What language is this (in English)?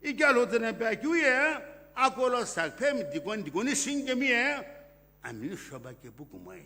Sumi Naga